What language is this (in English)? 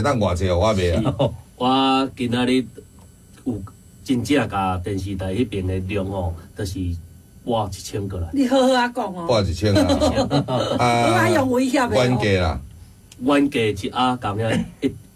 Min Nan Chinese